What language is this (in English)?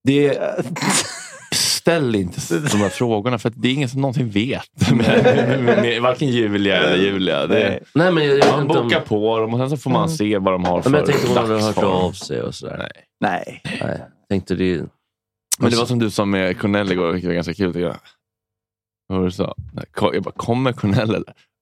Swedish